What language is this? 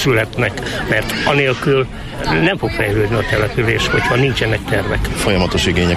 Hungarian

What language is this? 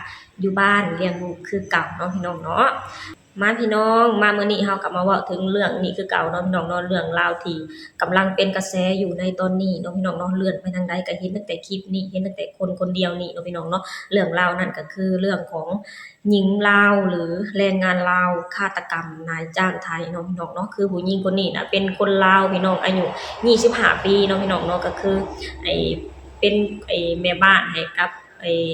Lao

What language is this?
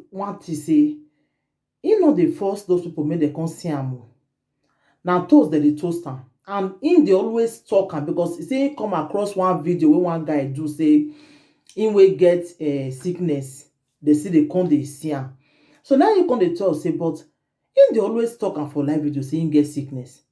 Nigerian Pidgin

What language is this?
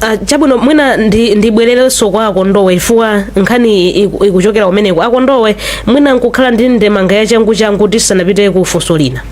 Nyanja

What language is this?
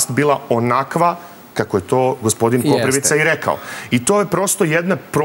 Serbian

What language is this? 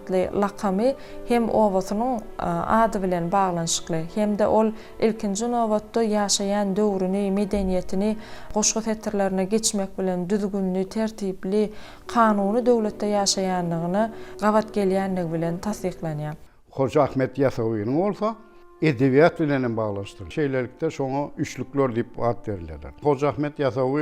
Turkmen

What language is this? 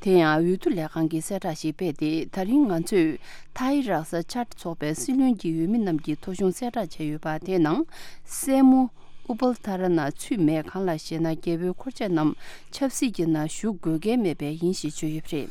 Tibetan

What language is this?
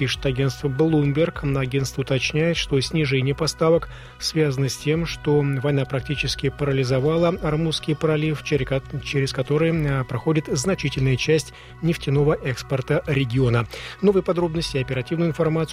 Russian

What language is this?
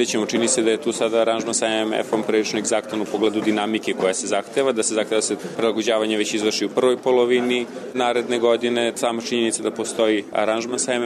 Serbian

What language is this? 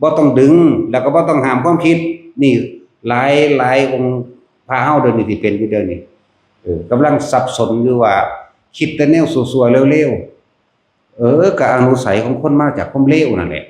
Northeastern Thai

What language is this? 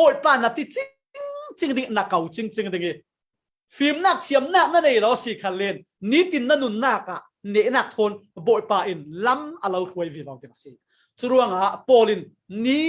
Falam Chin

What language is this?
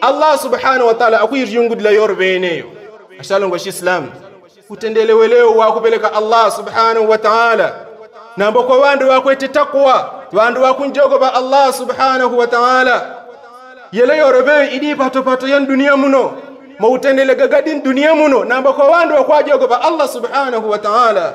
Yao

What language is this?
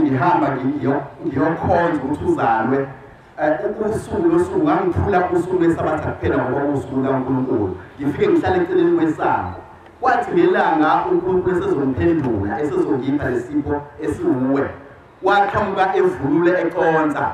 Zulu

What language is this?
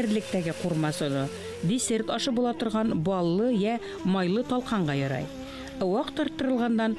Bashkir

